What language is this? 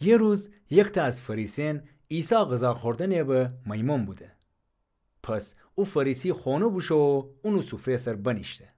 Gilaki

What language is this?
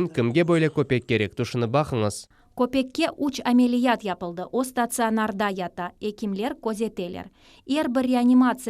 Crimean Tatar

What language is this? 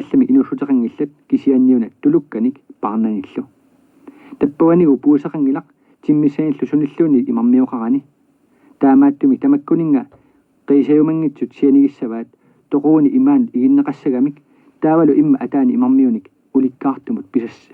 Kalaallisut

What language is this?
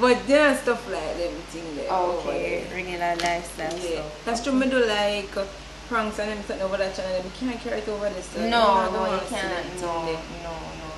Jamaican Creole English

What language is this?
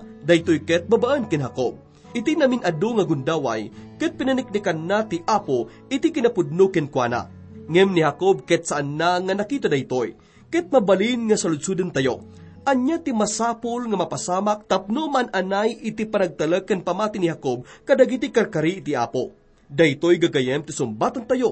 Iloko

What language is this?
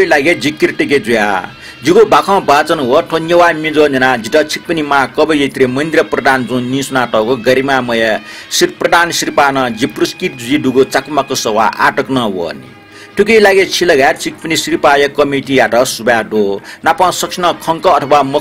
Newari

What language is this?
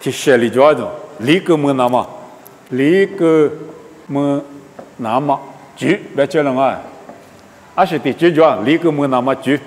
Lisu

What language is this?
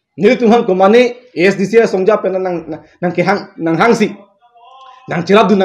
Karbi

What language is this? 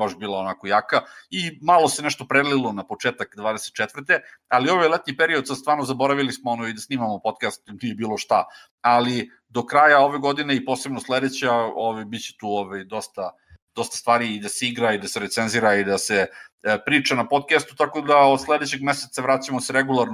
Serbian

